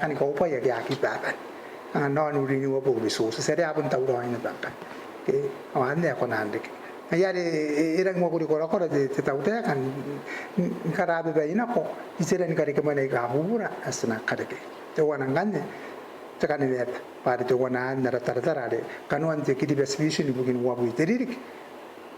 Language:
Gilbertese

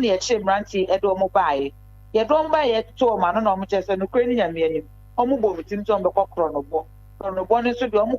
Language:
Akan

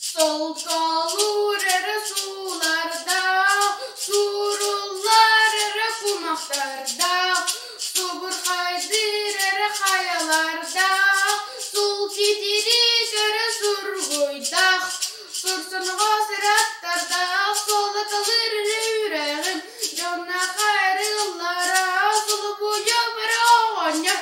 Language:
Yakut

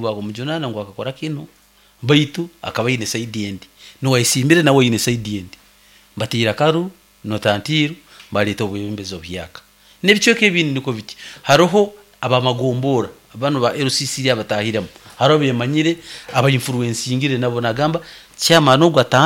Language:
Nyoro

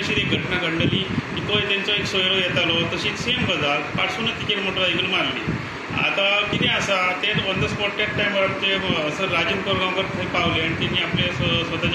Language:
Konkani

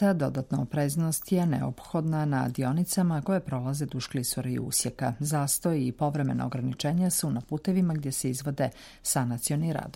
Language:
Bosnian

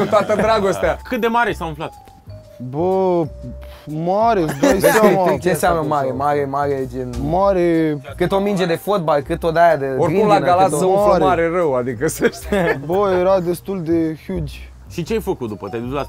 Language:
Romanian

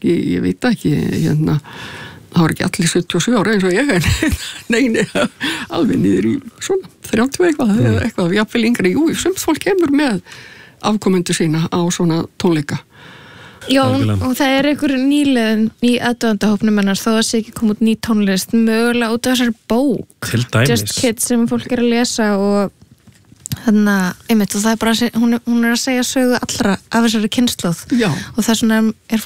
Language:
Icelandic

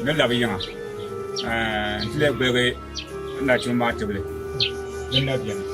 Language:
Dagbani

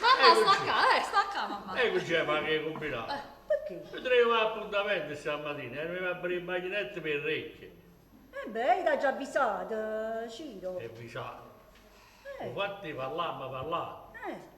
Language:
Neapolitan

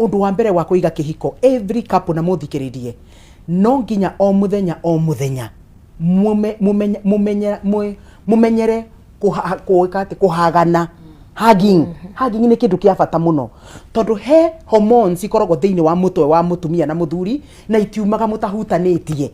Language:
Kikuyu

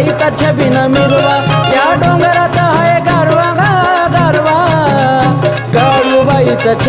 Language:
Marathi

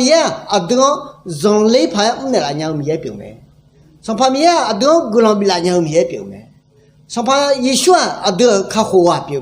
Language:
Akha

